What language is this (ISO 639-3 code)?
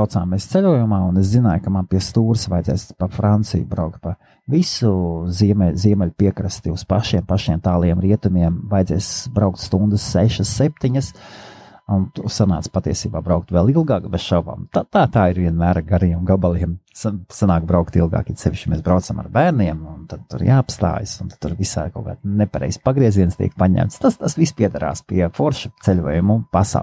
lav